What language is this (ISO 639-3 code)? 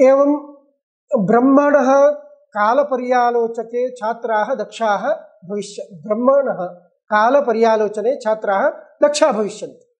san